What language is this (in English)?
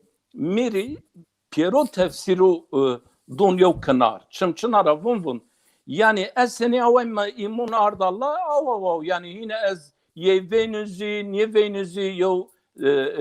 Zaza